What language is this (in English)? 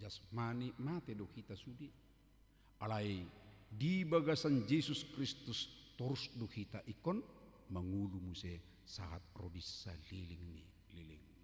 Batak Toba